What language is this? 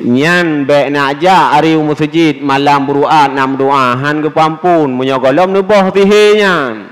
Achinese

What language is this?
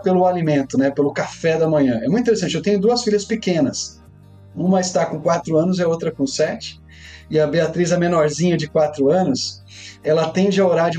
Portuguese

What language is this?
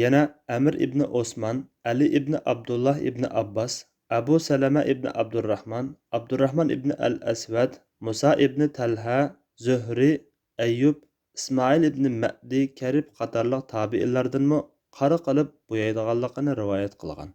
Uyghur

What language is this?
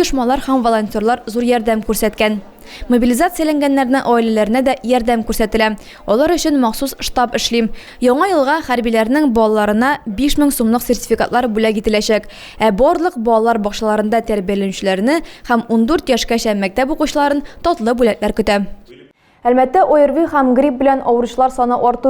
Tatar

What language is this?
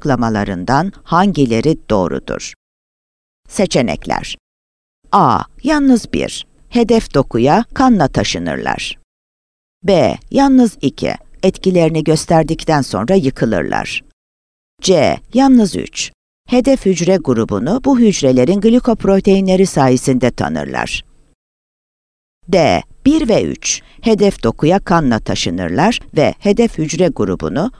Turkish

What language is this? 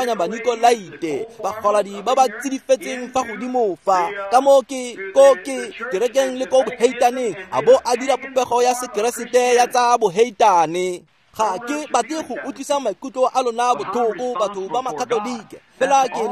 Tswana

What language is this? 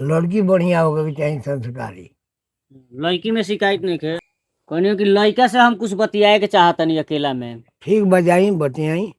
Bhojpuri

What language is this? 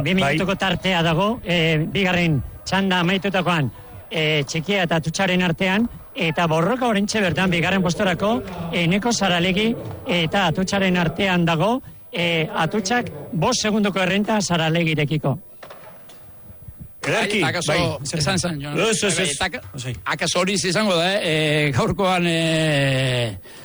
Basque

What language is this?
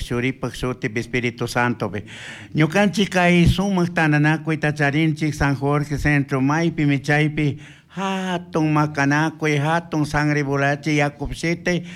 Chimborazo Highland Quichua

